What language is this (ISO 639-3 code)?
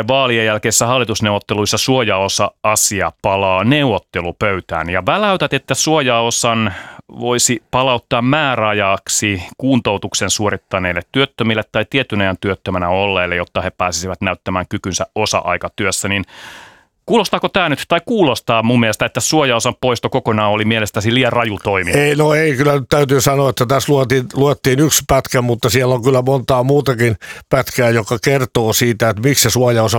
fin